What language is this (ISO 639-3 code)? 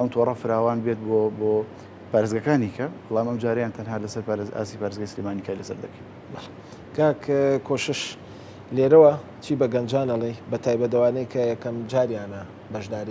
ckb